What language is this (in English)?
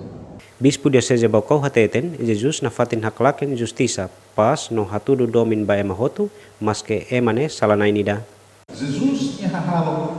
Tetum